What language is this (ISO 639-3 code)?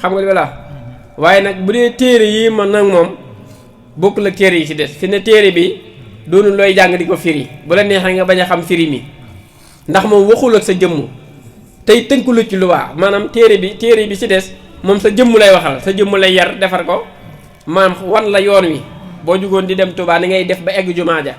wol